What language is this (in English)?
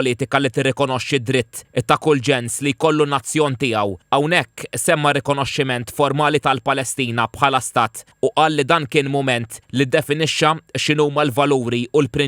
Maltese